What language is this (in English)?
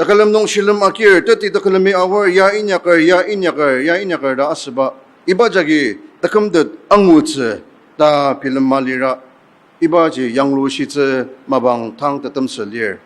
Ao Naga